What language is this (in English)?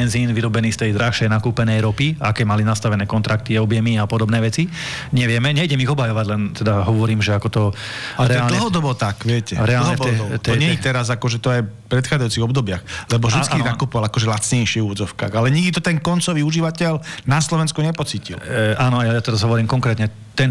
Slovak